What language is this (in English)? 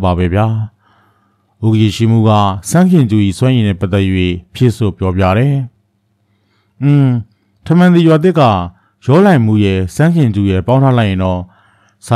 Burmese